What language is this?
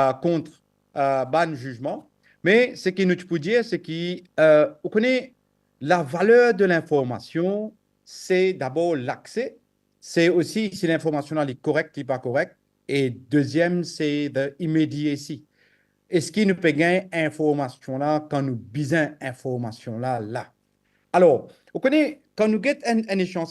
Morisyen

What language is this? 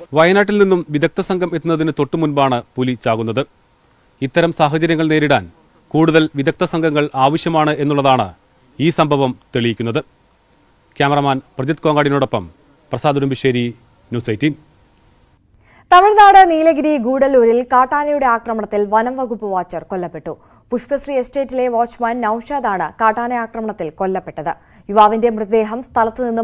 Malayalam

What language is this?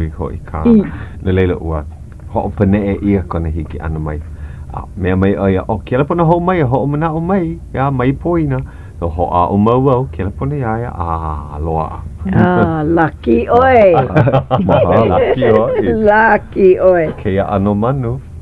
Hawaiian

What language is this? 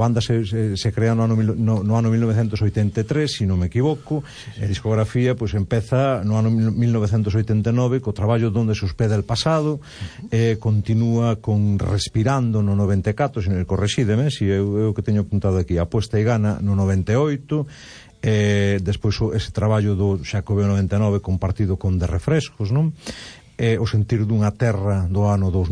Galician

